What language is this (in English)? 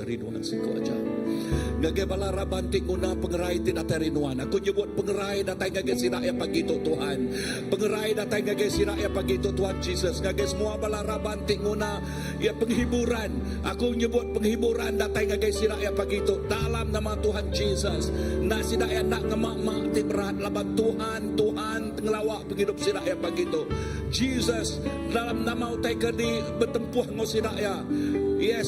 Iban